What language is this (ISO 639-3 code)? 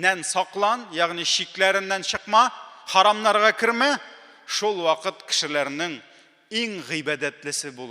tat